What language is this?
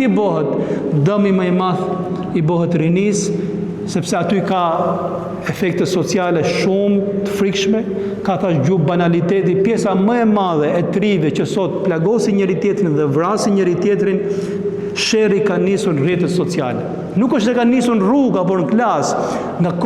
Albanian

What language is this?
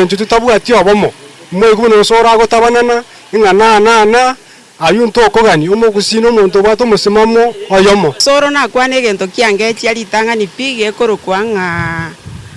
Gusii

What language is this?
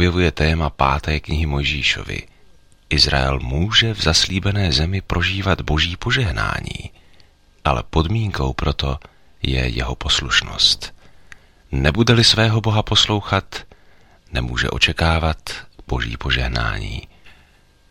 Czech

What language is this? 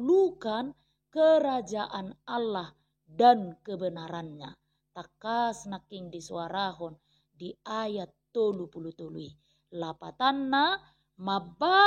Batak Toba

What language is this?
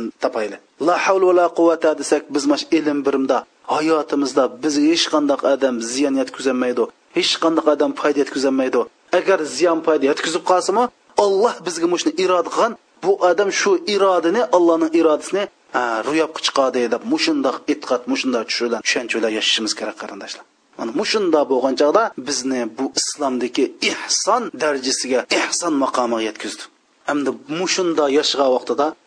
Uyghur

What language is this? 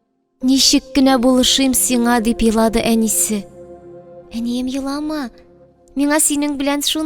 Tatar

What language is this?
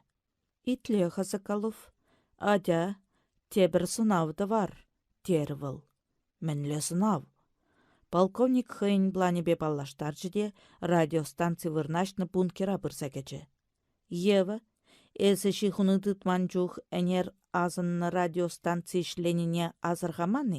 Chuvash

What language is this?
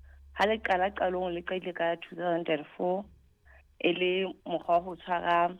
Southern Sotho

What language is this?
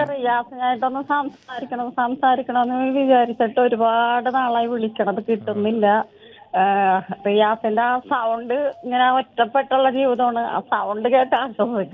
Malayalam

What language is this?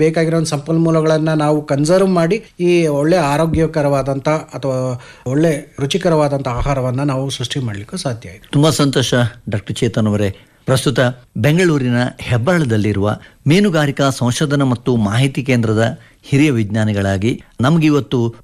Kannada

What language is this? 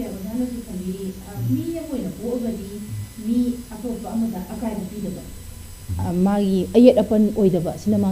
Manipuri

